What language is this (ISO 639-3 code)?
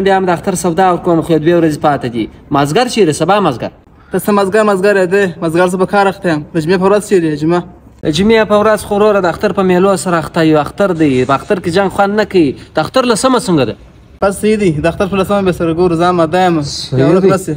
pus